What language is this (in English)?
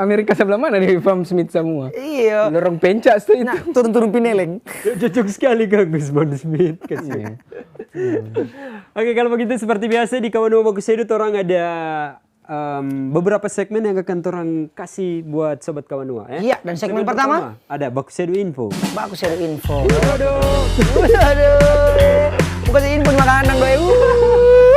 Manado Malay